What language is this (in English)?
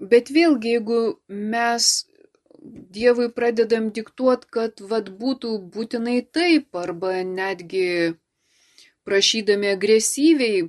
Lithuanian